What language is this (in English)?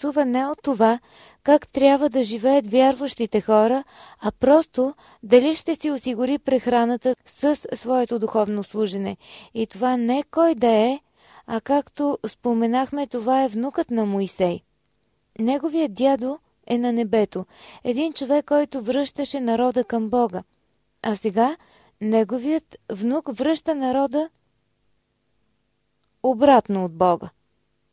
Bulgarian